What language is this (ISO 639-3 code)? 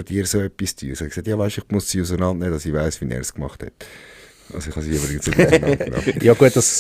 gsw